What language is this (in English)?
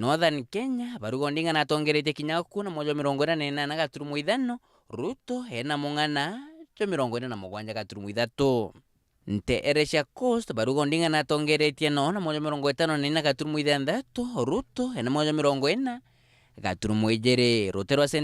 Meru